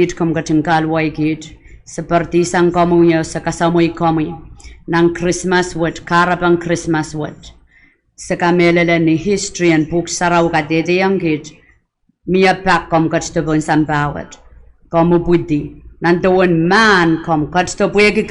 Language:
Pohnpeian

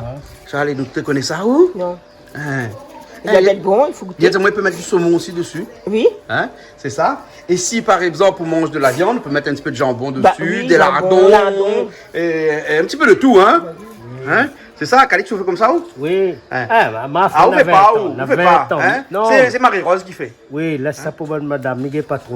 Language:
Réunion Creole French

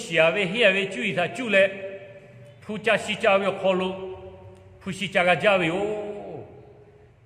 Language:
Lahu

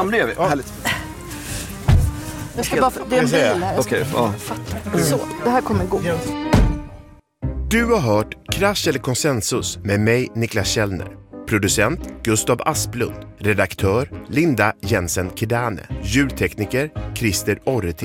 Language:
Swedish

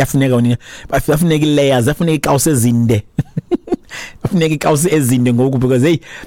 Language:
Xhosa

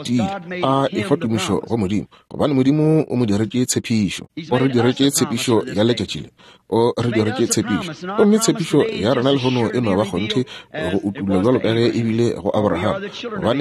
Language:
Northern Sotho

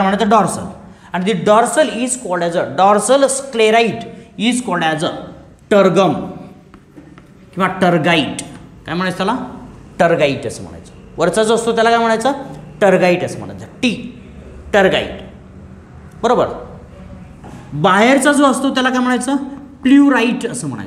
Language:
Marathi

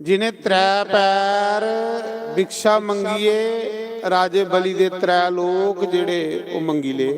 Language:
Dogri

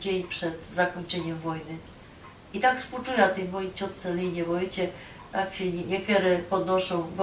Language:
Silesian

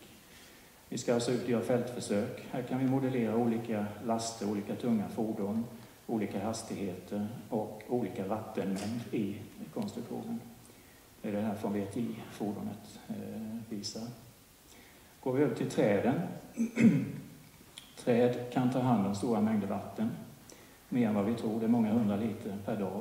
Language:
Swedish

